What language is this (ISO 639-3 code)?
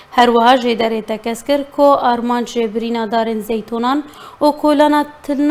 kur